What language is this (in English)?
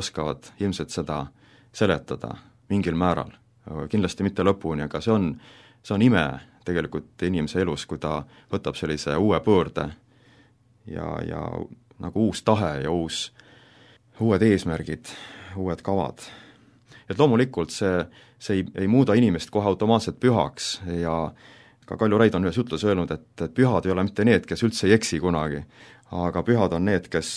Estonian